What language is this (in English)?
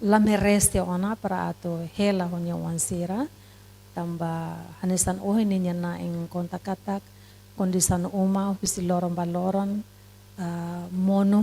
Tetum